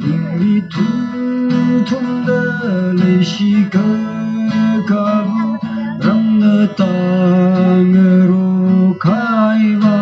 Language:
Tangkhul Naga (India)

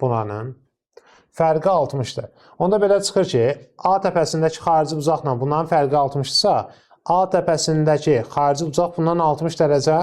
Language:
Azerbaijani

